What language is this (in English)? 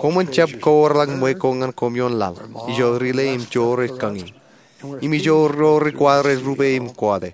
Marshallese